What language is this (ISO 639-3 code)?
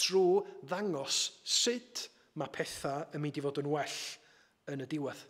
cym